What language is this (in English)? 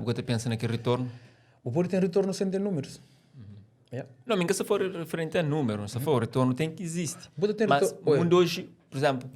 Kabuverdianu